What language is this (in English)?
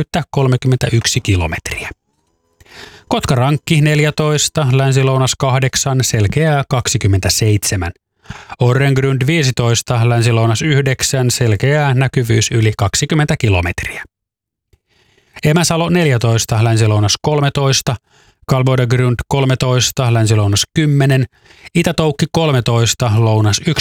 Finnish